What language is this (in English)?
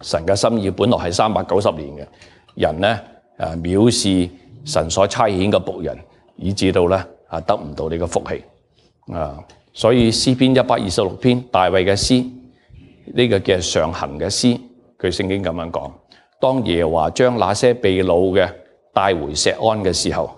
Cantonese